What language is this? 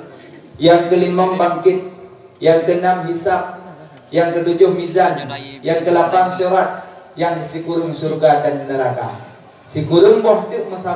Achinese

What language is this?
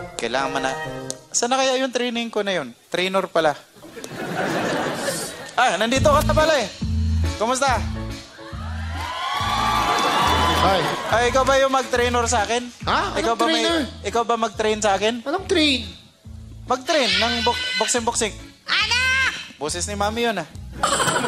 Filipino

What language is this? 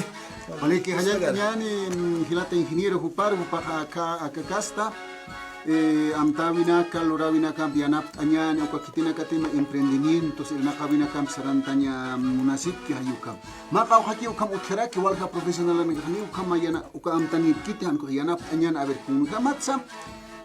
Aymara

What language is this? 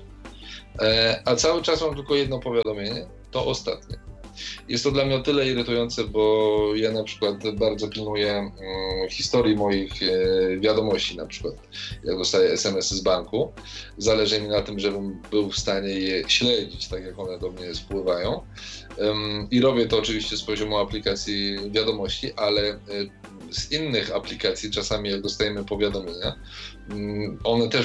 Polish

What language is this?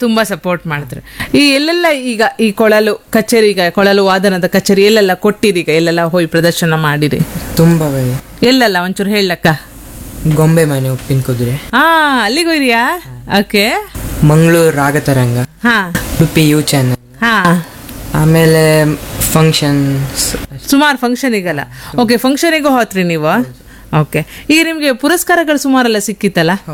Kannada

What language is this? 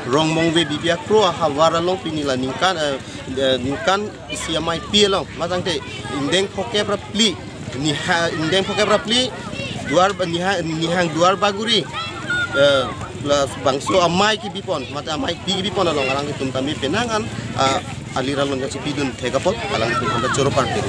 Karbi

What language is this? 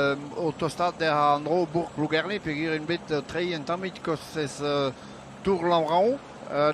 Breton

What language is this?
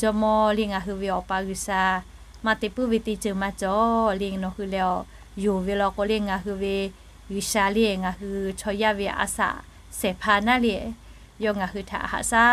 Lahu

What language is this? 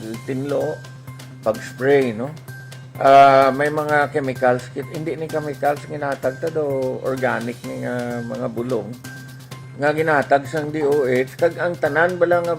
Hiligaynon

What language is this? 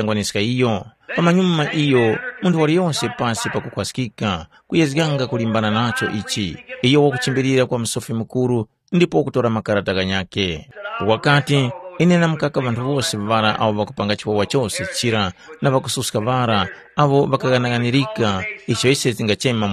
Tumbuka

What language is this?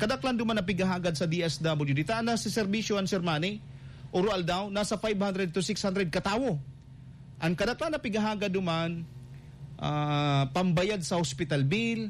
Bikol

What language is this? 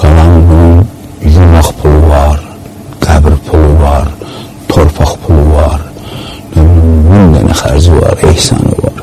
Azerbaijani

